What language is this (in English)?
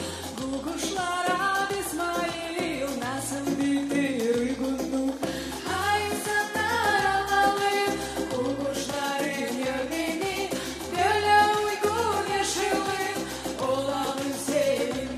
Gagauz